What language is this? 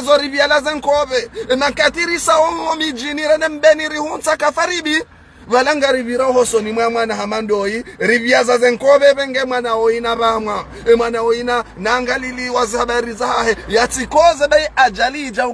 Ngazidja Comorian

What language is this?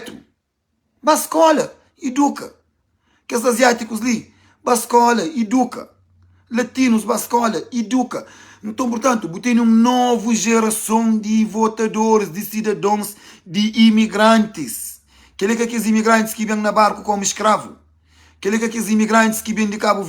Kabuverdianu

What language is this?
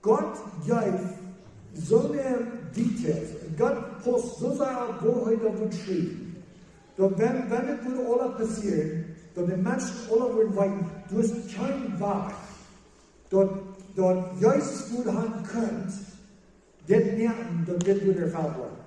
Plautdietsch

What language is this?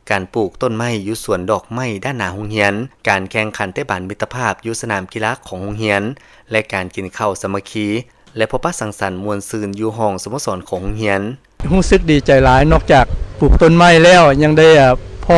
Lao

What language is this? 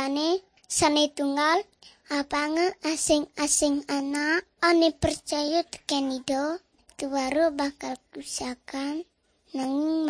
Balinese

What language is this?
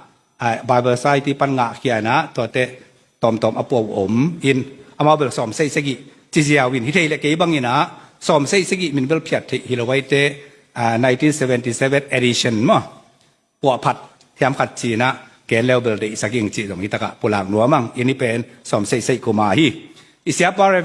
Tedim Chin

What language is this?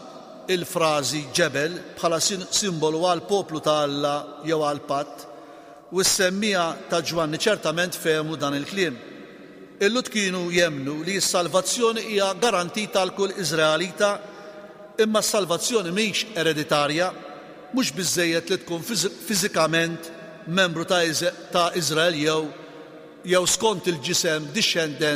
Maltese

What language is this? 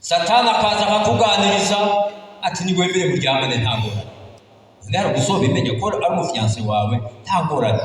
Rundi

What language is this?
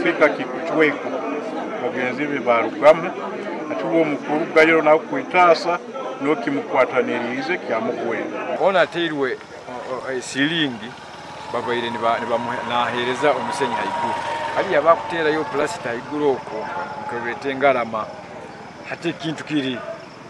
Nyankole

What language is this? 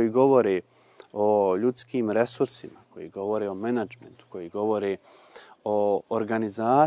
Bosnian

